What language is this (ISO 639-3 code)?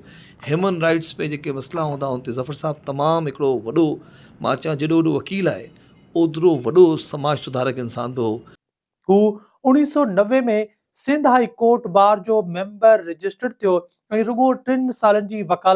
snd